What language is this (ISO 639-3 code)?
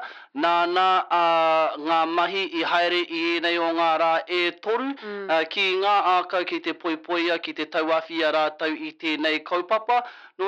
mri